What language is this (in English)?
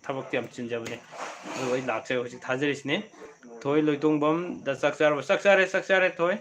Manipuri